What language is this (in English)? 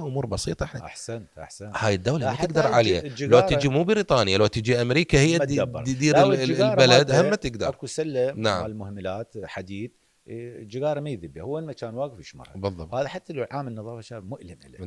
Mesopotamian Arabic